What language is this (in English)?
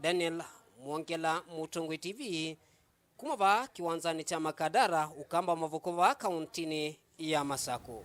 Kamba